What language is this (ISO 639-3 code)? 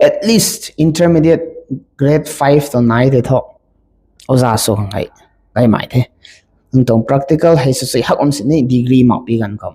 nbu